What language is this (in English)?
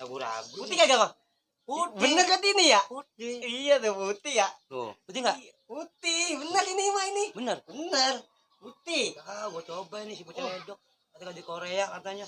Betawi